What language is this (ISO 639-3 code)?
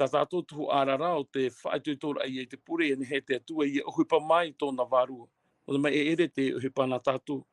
tah